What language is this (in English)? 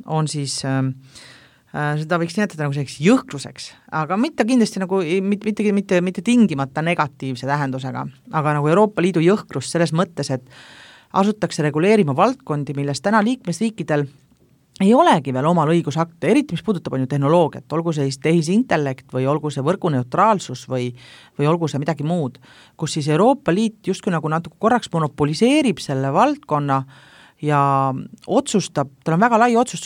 Estonian